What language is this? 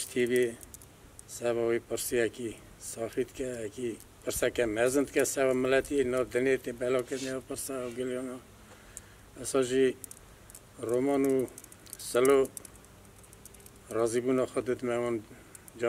Kurdish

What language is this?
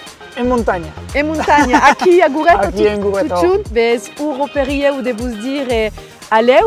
Occitan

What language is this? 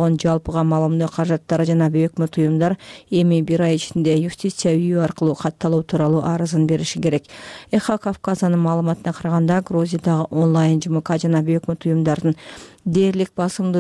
Kyrgyz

